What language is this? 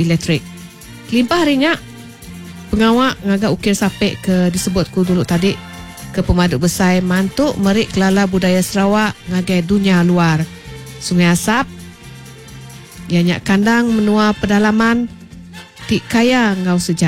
Iban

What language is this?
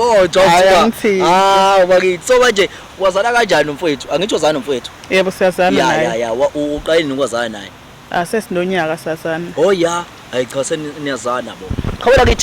Zulu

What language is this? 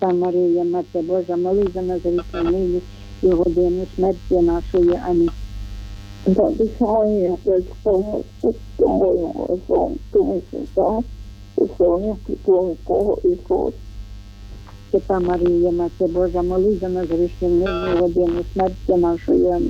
Ukrainian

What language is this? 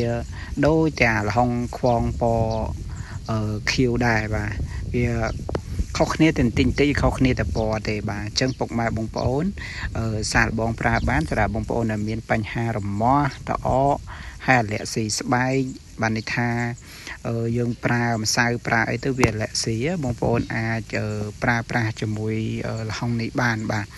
Khmer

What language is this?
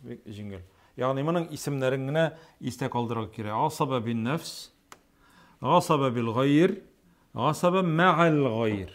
Tatar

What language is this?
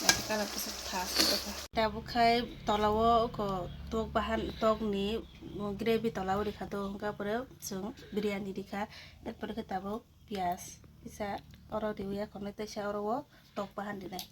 Kok Borok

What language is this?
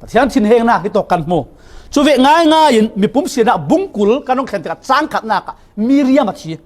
Falam Chin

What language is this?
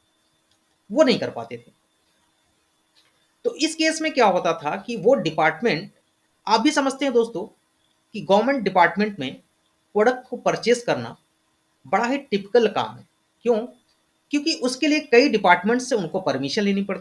Hindi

